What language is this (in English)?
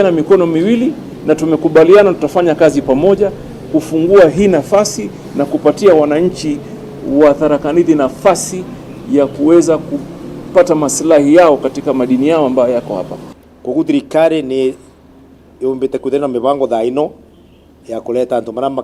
Meru